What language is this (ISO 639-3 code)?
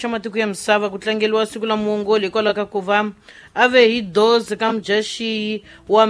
tso